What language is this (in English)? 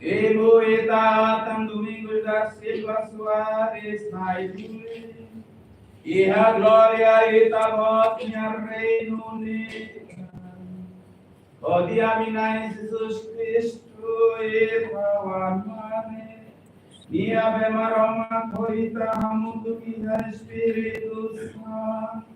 Tetum